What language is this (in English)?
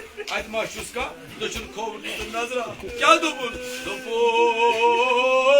Kashmiri